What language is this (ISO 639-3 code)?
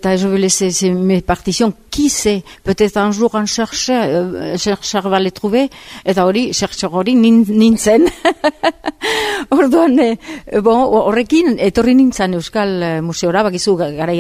eus